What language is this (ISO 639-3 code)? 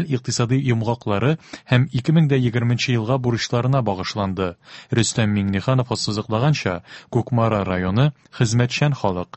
tat